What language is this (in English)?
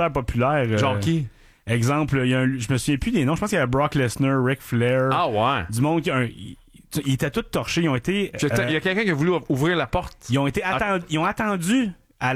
French